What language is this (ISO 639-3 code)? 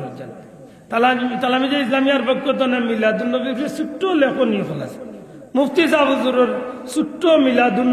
syl